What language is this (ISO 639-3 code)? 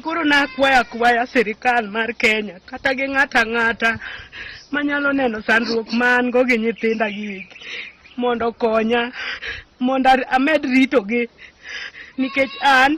luo